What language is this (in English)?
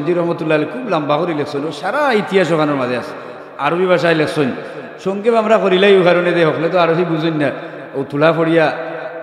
Sylheti